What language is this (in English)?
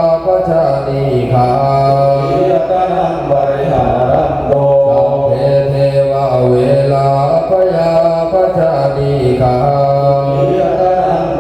Pali